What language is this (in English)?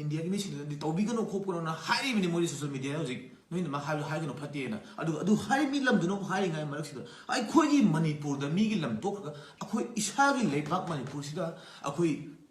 Manipuri